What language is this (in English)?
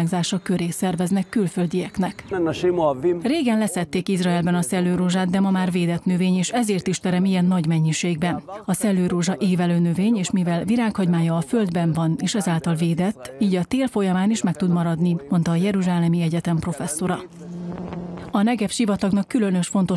Hungarian